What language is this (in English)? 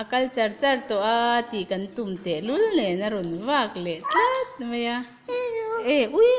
Mizo